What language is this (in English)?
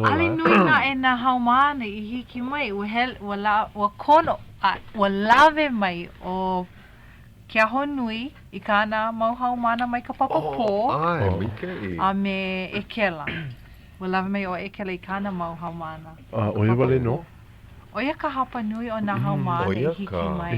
Hawaiian